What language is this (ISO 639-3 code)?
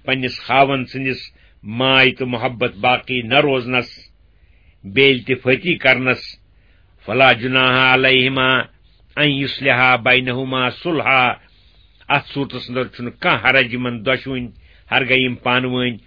kas